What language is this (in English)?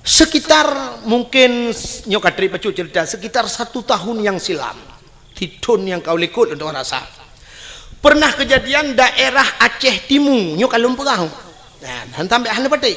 Achinese